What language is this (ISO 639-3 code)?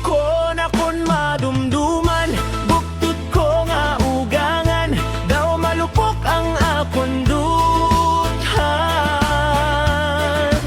hil